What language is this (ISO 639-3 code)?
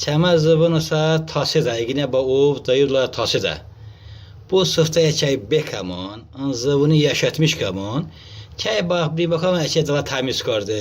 tly